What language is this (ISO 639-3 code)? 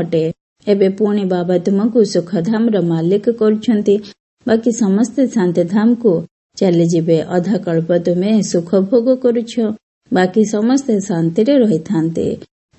ori